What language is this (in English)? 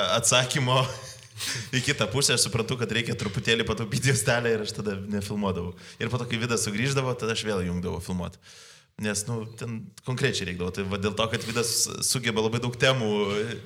Lithuanian